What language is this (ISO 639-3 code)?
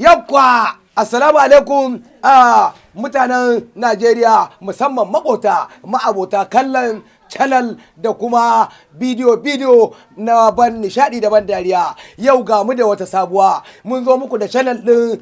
hau